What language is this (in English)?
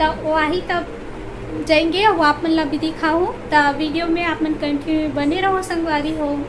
Chhattisgarhi